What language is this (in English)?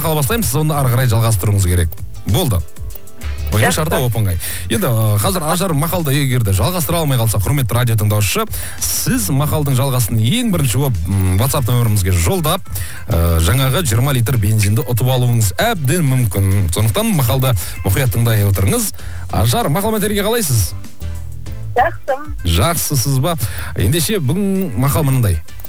Kazakh